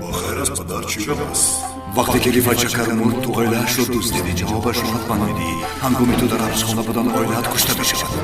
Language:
Tajik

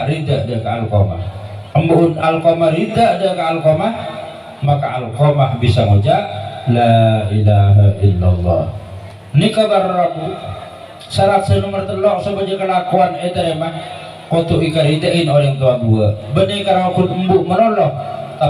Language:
Madurese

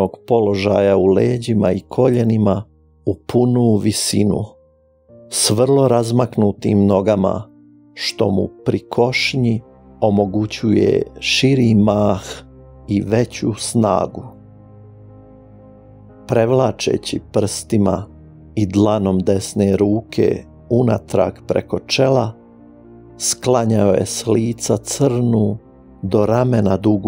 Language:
Croatian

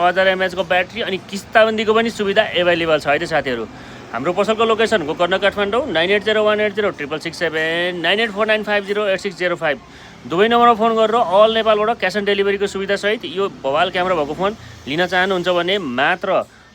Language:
Nepali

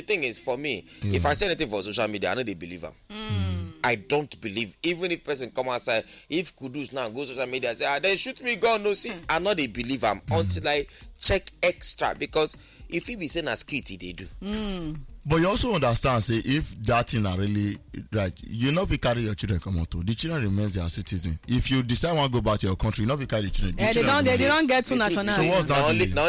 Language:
Nigerian Pidgin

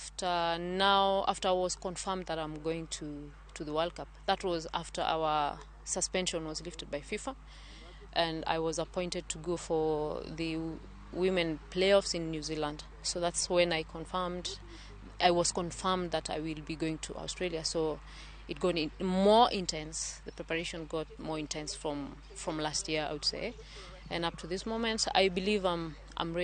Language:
Luo (Kenya and Tanzania)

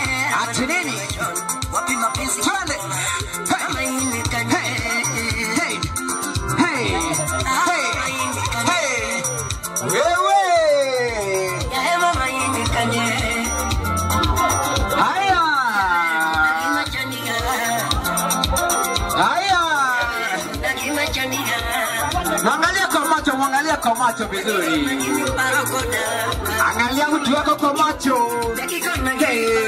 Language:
Swahili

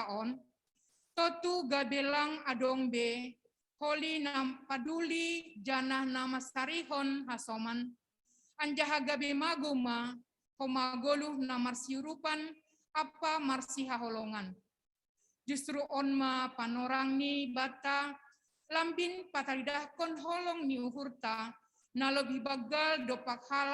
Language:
Batak Simalungun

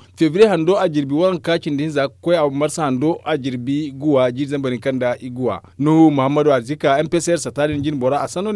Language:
Zarma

